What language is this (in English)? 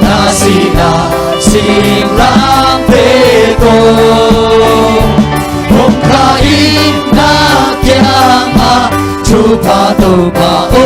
Tedim Chin